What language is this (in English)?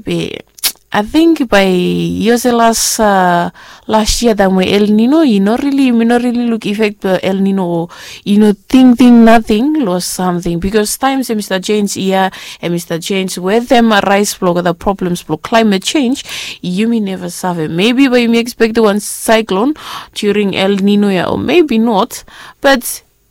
Bislama